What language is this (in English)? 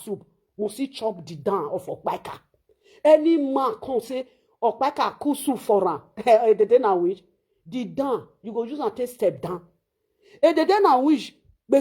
Nigerian Pidgin